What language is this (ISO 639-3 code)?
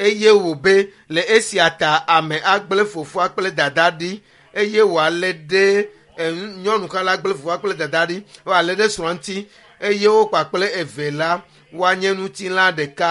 ewe